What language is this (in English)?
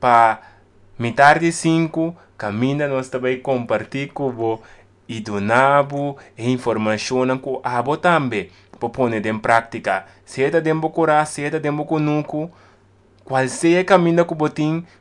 Papiamento